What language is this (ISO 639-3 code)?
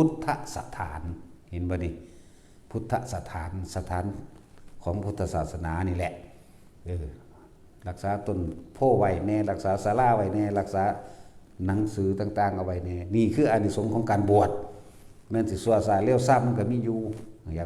tts